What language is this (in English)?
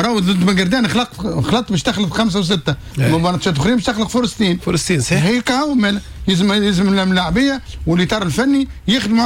Tunisian Arabic